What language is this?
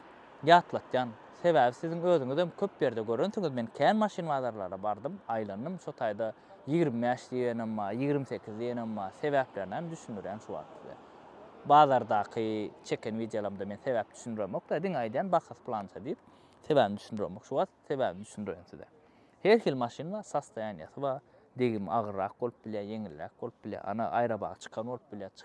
Turkmen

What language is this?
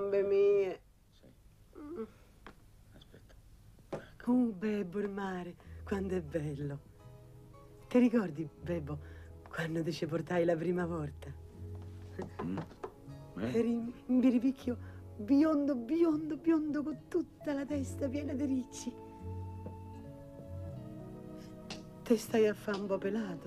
Italian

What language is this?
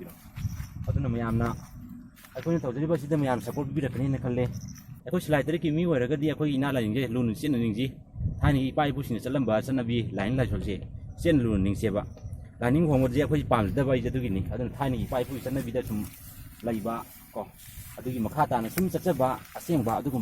Manipuri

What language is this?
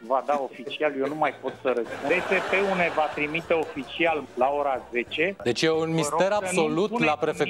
Romanian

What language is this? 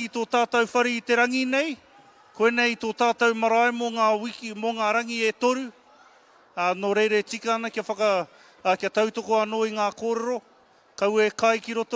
Māori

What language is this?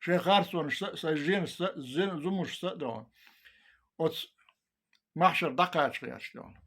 Chechen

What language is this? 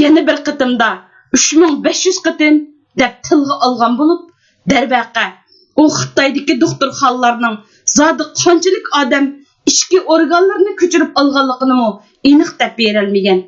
Uyghur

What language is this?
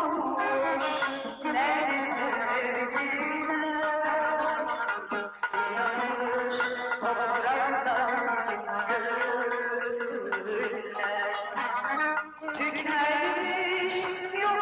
Turkish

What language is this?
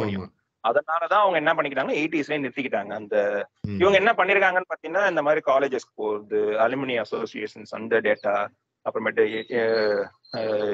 Tamil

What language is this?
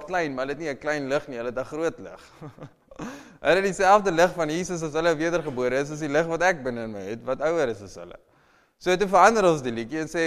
Afrikaans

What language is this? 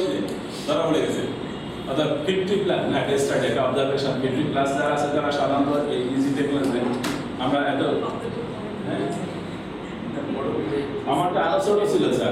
Bangla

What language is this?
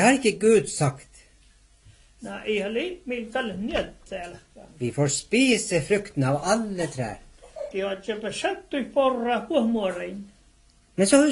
Norwegian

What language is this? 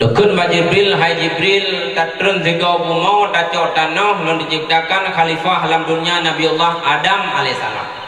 Achinese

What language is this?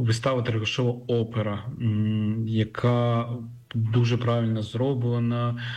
Ukrainian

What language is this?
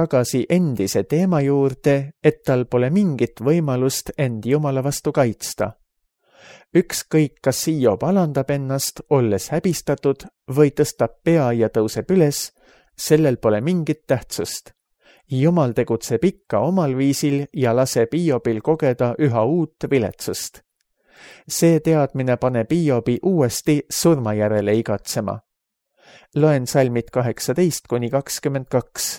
Estonian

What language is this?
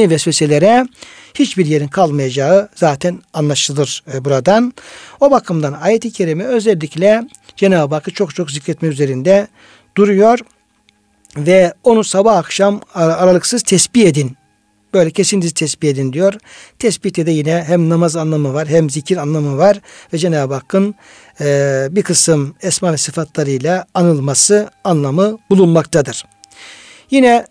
Turkish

